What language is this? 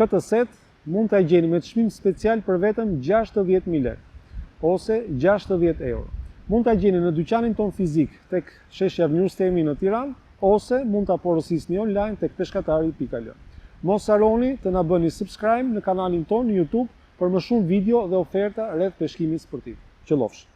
Albanian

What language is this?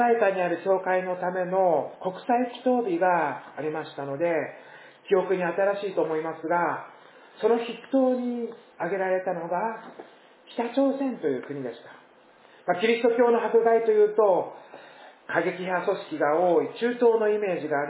Japanese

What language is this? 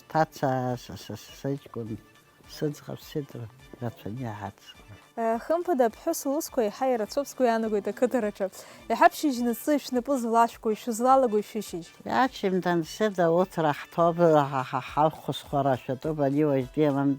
Abkhazian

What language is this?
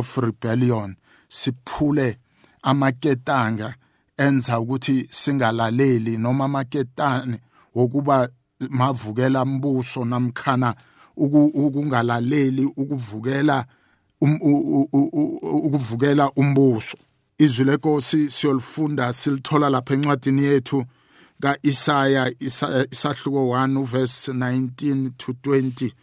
South Ndebele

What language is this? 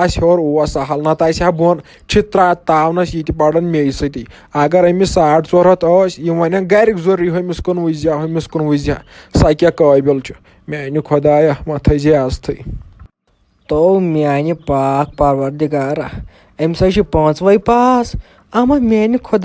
Kashmiri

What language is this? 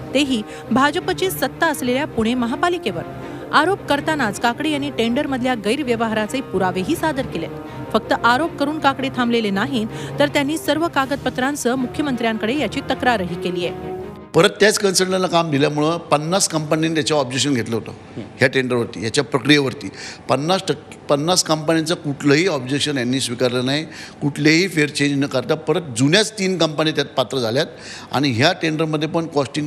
Marathi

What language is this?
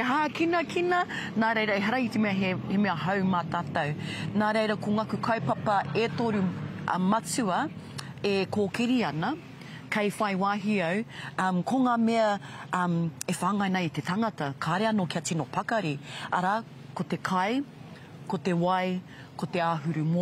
Māori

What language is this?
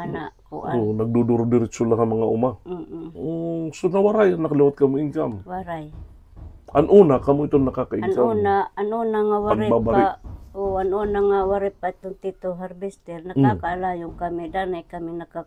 Waray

